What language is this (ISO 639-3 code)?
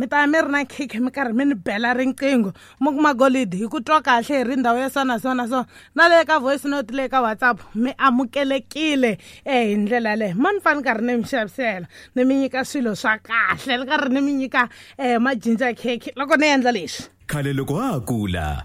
tso